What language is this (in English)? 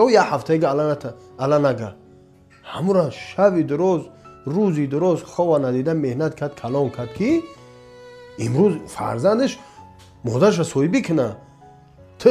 Tajik